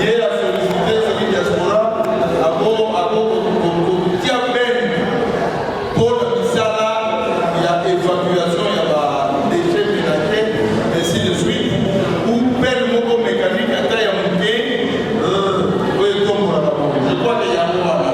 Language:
Lingala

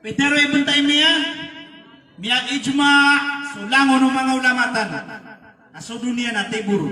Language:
Maranao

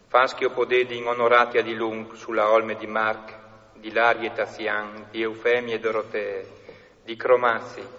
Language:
Friulian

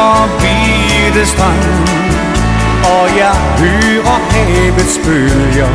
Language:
Danish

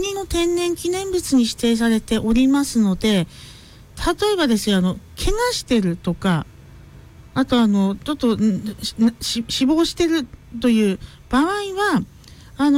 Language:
Japanese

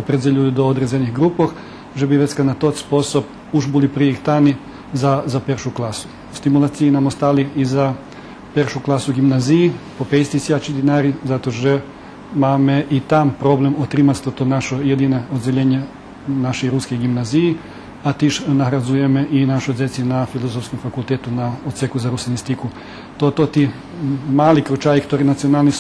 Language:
Rusyn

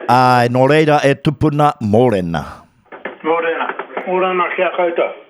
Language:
Māori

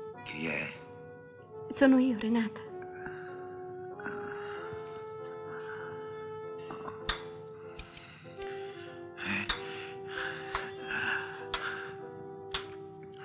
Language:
Italian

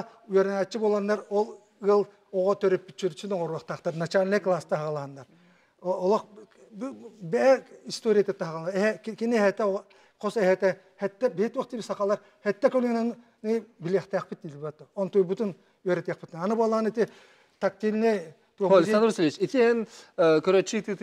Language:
Yakut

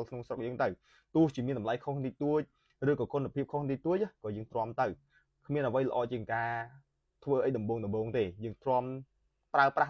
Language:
Khmer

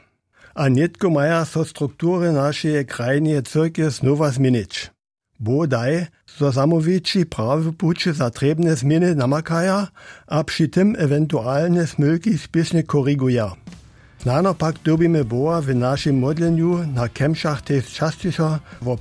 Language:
Upper Sorbian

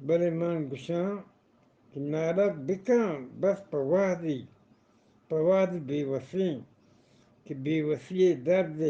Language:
Eastern Balochi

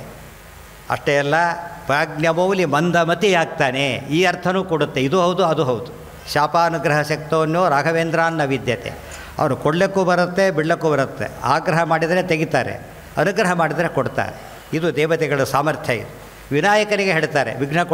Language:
Kannada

